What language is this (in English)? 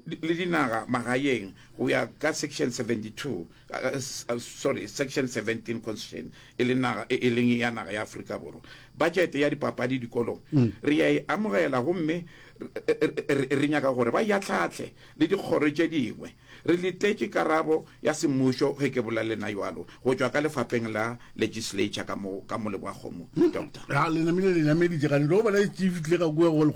Northern Sotho